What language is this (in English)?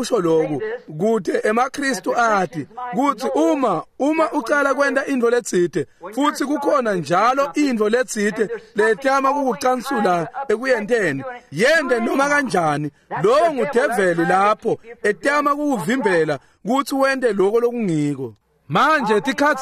Swati